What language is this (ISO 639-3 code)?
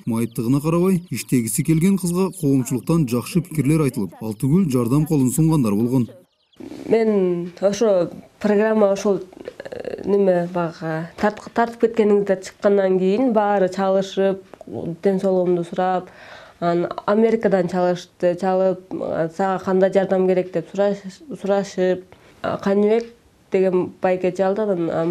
kir